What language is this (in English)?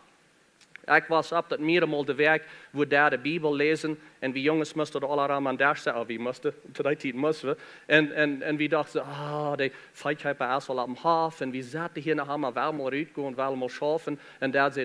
Plautdietsch